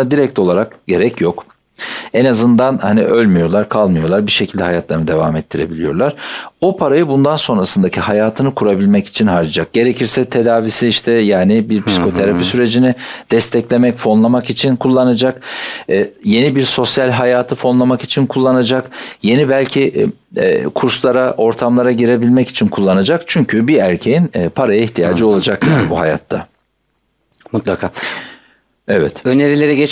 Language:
Turkish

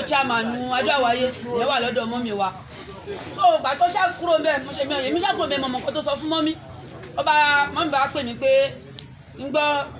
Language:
Yoruba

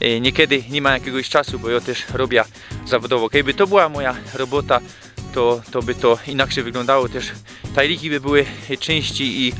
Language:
Silesian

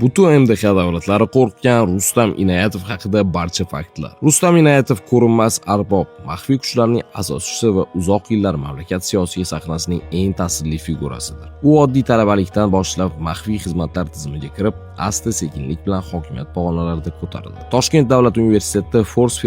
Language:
Uzbek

